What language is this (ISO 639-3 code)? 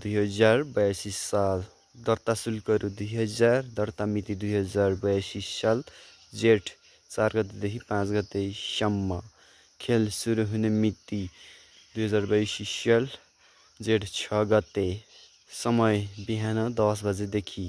nep